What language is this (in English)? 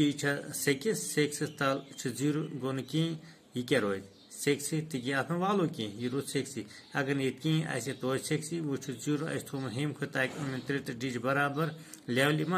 Kashmiri